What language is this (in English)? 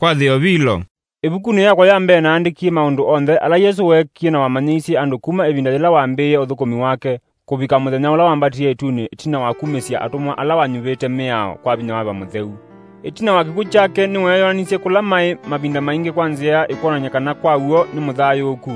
Kamba